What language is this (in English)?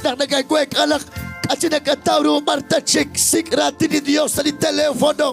Kekchí